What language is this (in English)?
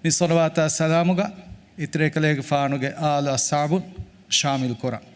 Divehi